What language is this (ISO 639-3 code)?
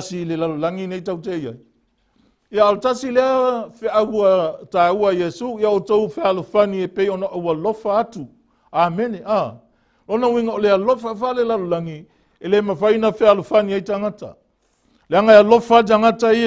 smo